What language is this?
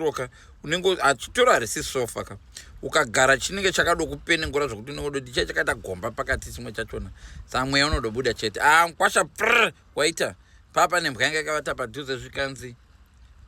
Shona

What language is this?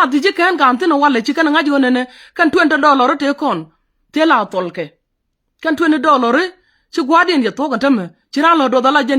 Nuer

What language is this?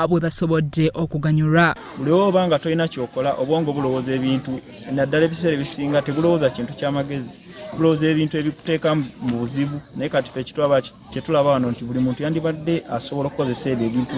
Ganda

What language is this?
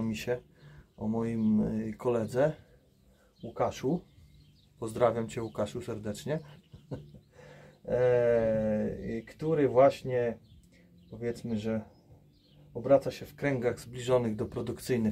Polish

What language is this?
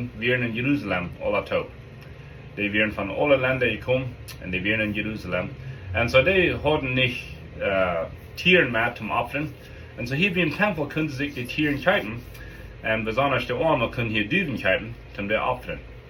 Plautdietsch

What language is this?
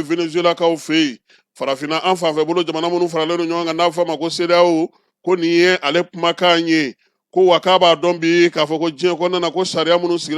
Bambara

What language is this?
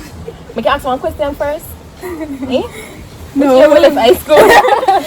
Jamaican Creole English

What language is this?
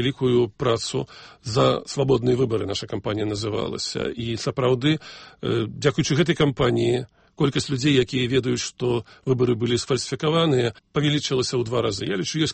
Belarusian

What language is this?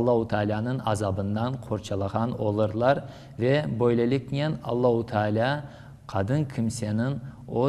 Crimean Tatar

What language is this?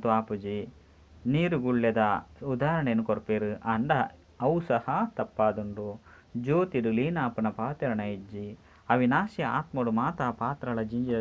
Tulu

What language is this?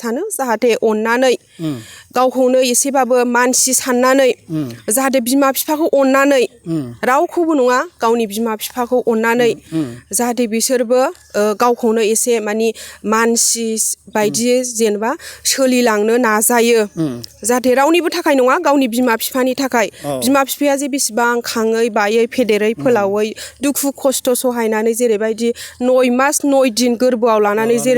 Bodo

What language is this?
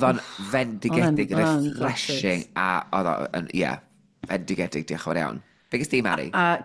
Welsh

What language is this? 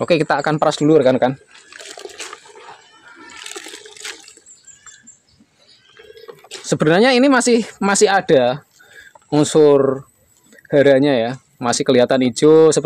Indonesian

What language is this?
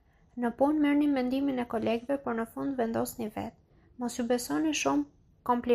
Albanian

